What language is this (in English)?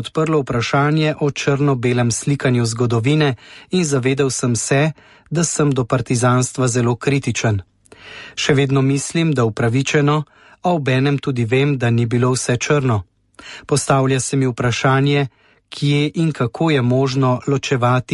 Slovenian